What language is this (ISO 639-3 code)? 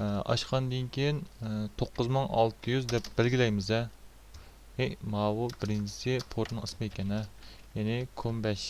uig